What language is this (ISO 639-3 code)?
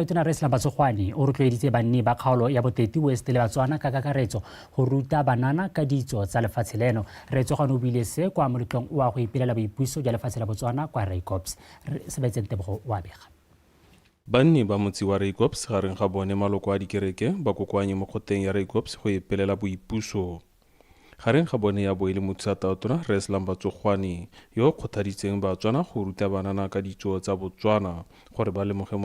tsn